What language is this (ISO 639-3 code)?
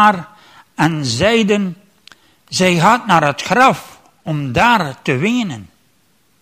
nld